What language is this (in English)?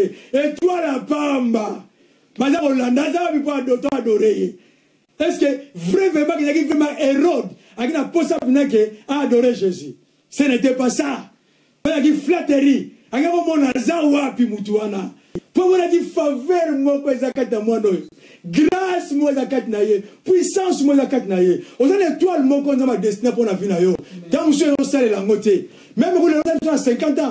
Lingala